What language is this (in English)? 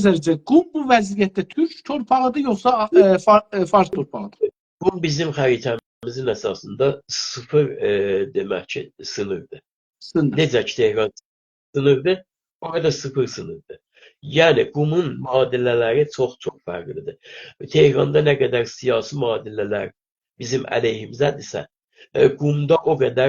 South Azerbaijani